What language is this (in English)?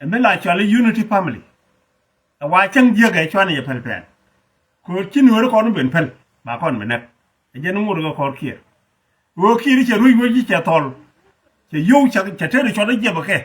Nuer